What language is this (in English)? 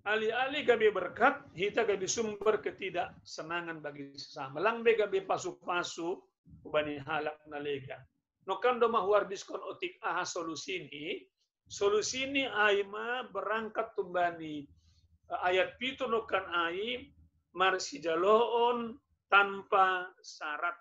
Batak Simalungun